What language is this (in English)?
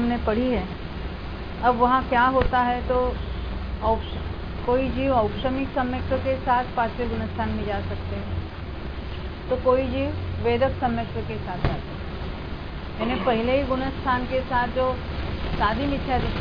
Hindi